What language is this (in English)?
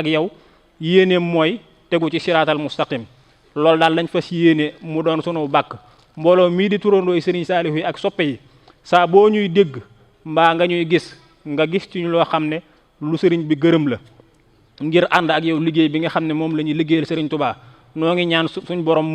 Wolof